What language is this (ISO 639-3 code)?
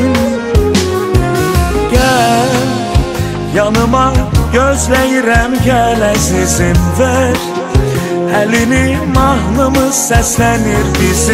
aze